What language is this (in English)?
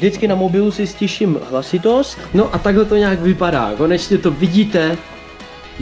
Czech